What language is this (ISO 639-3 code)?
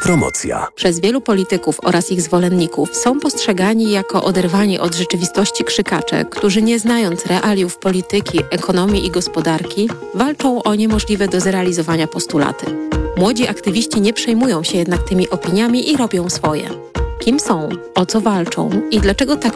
pol